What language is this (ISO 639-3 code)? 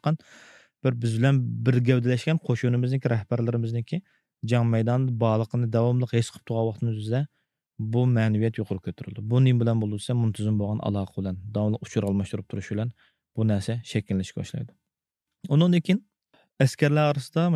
uig